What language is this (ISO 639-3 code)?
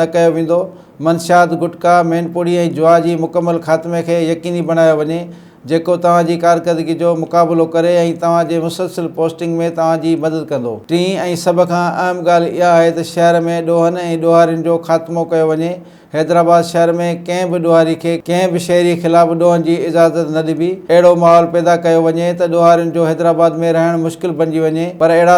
snd